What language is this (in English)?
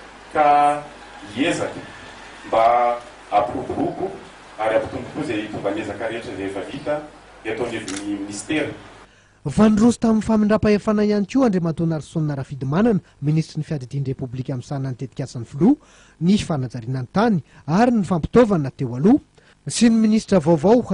Malagasy